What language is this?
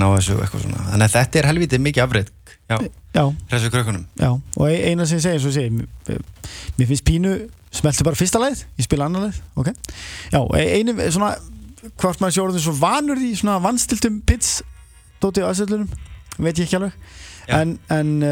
Icelandic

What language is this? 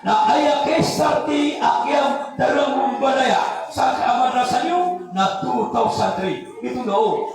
Maranao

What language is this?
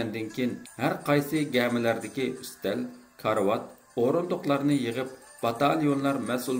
Uyghur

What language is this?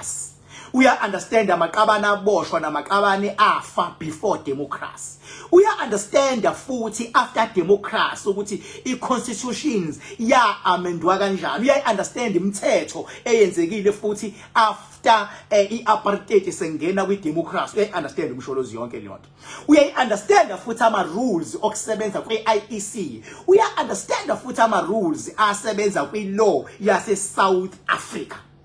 Zulu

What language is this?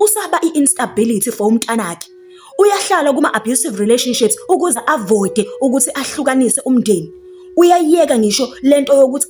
Zulu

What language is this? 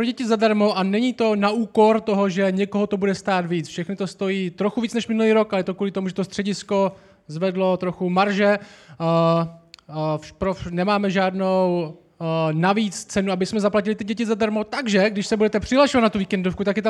Czech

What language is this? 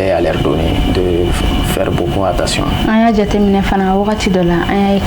Bambara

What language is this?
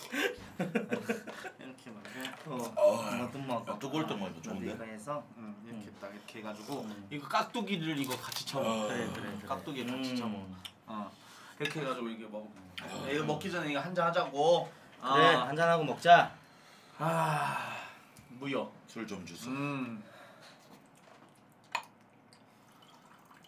Korean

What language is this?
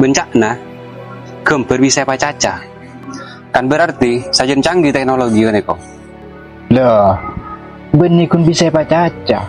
Madurese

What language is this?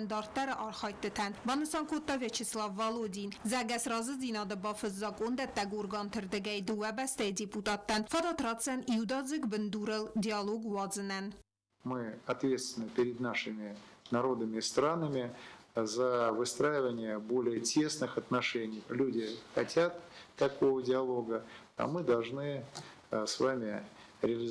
Ossetic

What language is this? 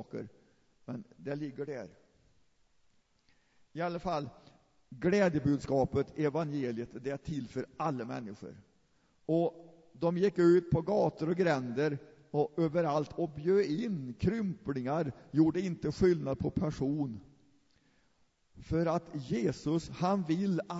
Swedish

